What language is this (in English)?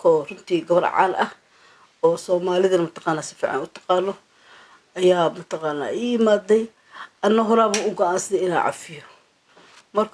Somali